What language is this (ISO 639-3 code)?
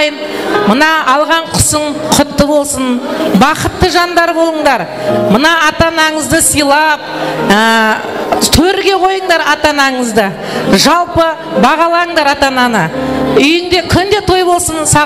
kaa